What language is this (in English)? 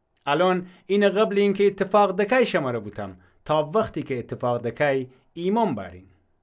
Gilaki